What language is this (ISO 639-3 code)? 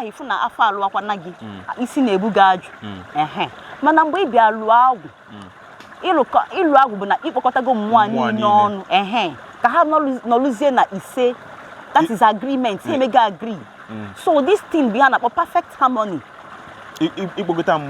ibo